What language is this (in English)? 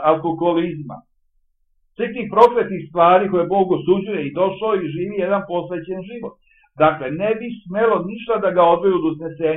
Serbian